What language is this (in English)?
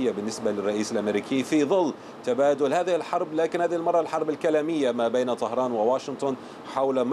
Arabic